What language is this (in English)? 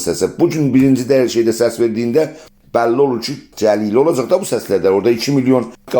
South Azerbaijani